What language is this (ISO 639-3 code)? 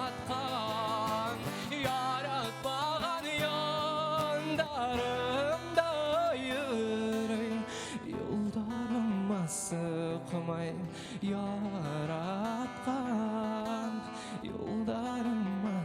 bak